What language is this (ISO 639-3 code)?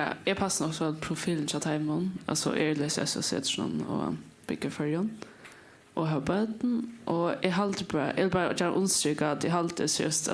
fao